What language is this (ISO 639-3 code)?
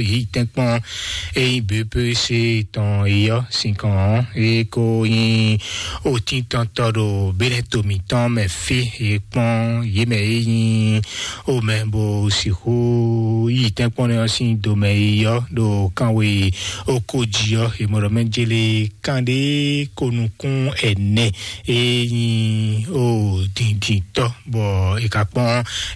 fon